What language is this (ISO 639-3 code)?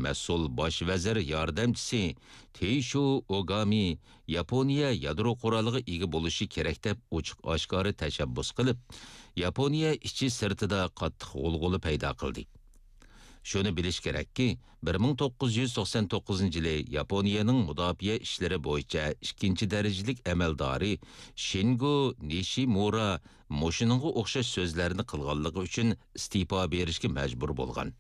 uig